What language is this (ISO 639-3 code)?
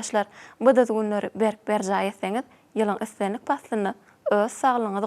tuk